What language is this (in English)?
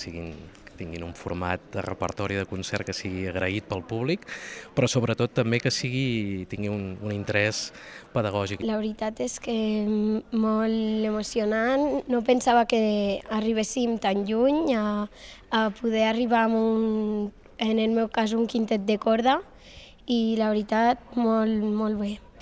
Catalan